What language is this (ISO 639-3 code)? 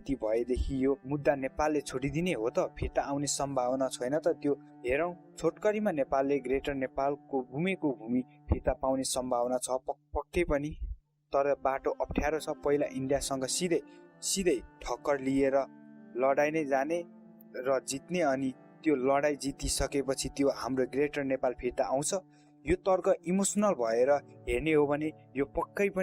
nep